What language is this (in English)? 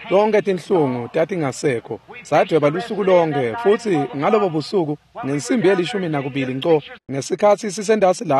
Swati